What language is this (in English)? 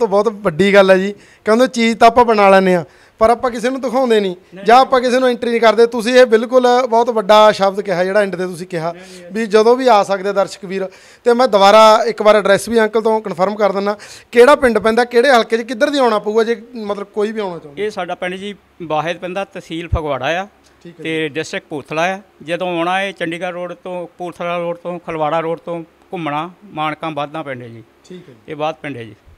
Punjabi